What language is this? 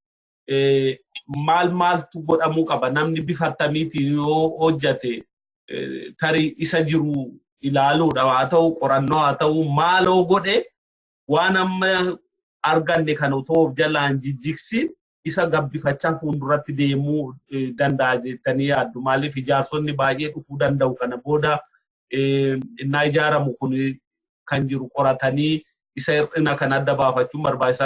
Oromo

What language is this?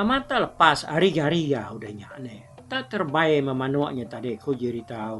Iban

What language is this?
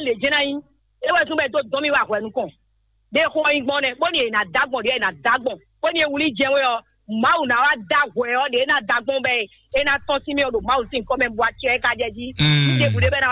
Fon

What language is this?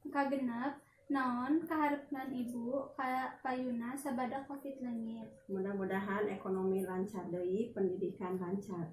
Sundanese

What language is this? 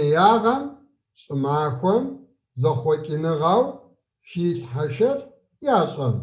Kabardian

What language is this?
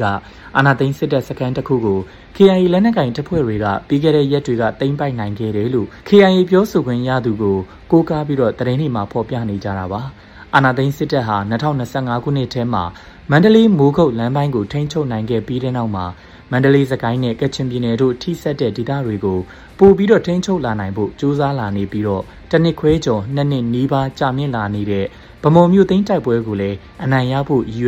Burmese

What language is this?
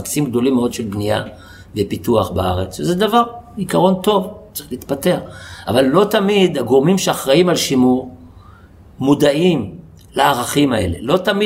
Hebrew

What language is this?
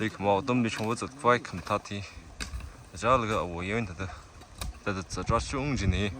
Tangkhul Naga (India)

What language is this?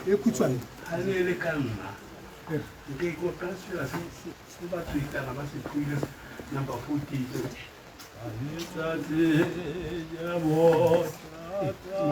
Tswana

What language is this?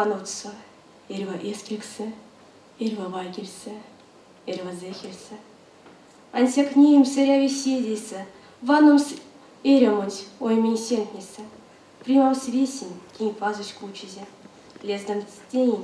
Erzya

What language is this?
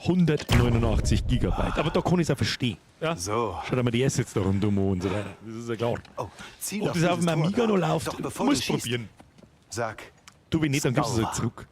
Bavarian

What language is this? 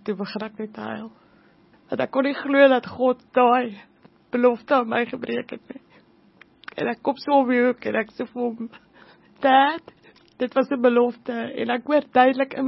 Afrikaans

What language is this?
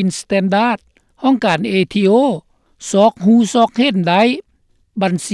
Lao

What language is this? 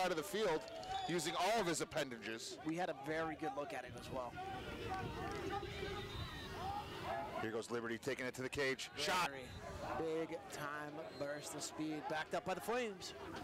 English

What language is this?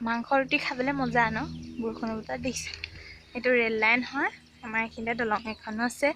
Assamese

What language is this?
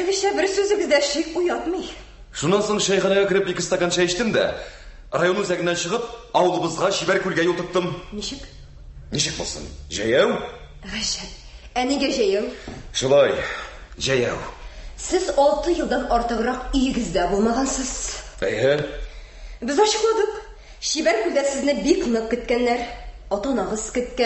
Tatar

